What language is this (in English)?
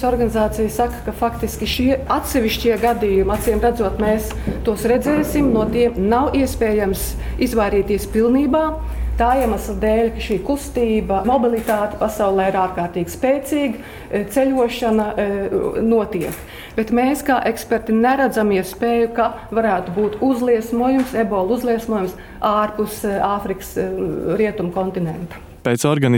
Latvian